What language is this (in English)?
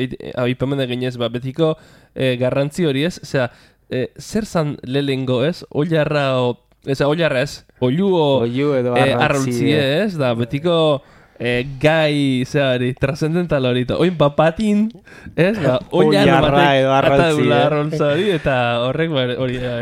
Basque